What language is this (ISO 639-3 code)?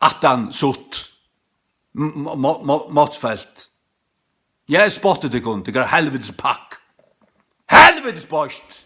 fao